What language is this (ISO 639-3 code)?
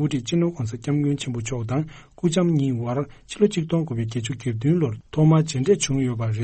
bod